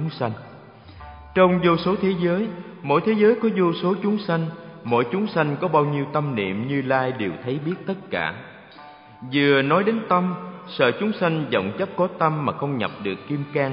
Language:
Vietnamese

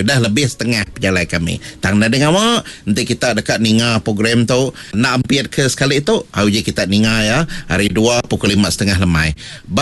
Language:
Iban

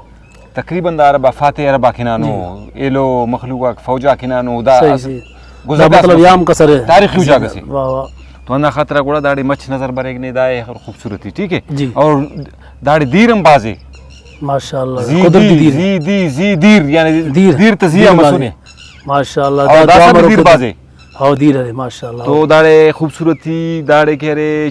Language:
Brahui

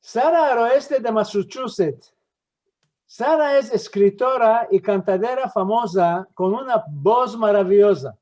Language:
Ladino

